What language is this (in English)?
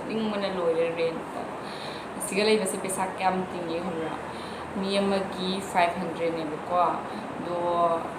Manipuri